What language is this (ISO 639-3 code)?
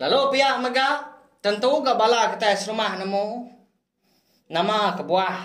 iba